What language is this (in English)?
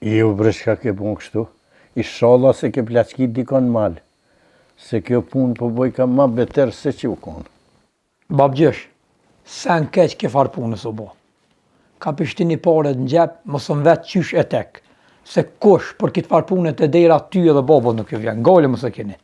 Albanian